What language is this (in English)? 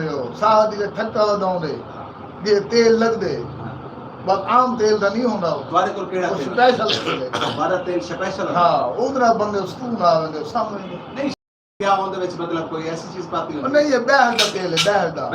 Saraiki